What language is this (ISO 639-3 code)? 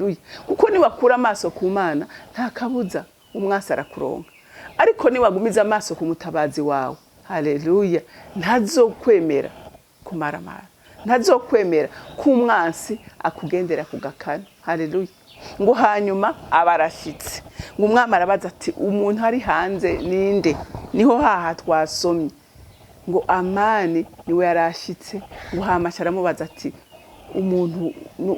run